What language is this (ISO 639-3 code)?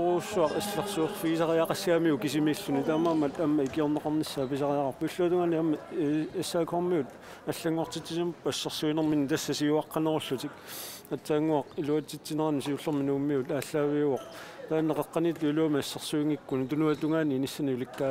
kal